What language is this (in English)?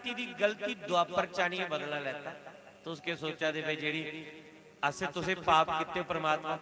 Dogri